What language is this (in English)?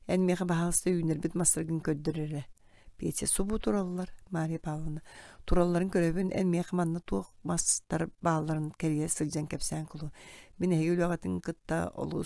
Yakut